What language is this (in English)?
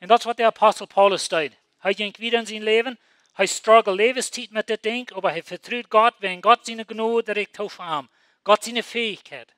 Plautdietsch